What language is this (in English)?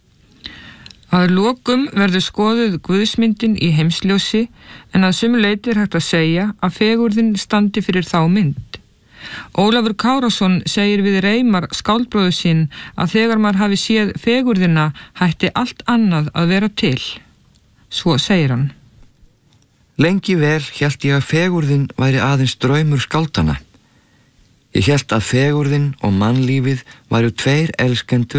Icelandic